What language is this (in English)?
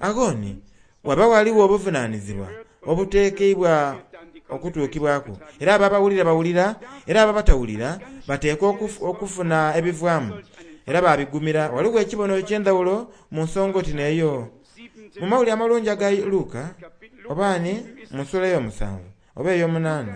Soga